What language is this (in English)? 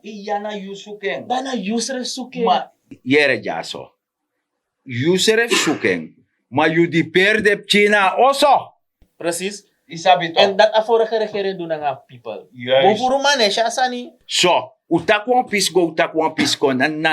Sranan Tongo